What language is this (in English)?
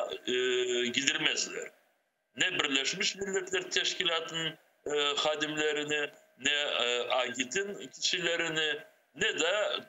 Crimean Tatar